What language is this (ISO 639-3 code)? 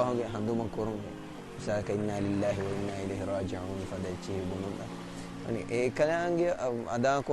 div